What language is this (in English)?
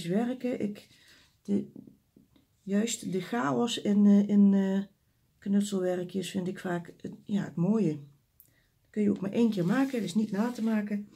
Dutch